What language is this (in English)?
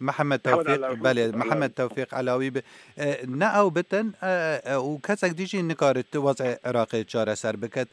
Kurdish